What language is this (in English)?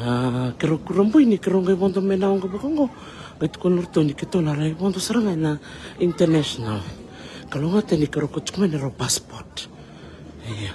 Fijian